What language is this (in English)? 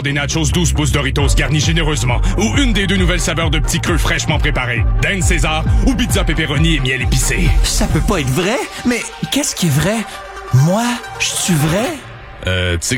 French